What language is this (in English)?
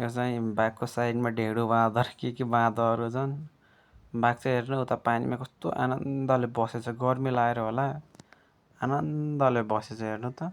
Nepali